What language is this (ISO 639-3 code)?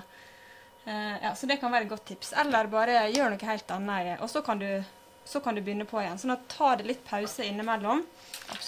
nor